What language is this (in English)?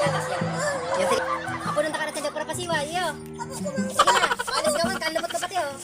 Bikol